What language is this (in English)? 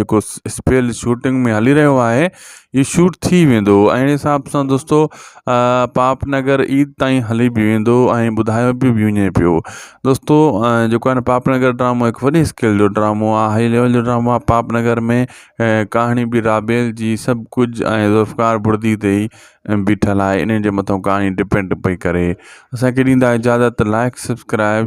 Sindhi